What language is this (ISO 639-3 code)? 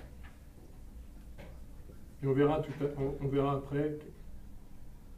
fra